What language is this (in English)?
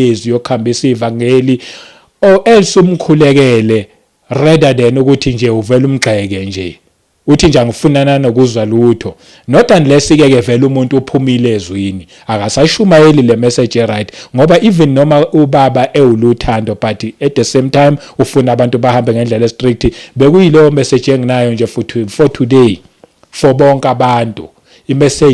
Zulu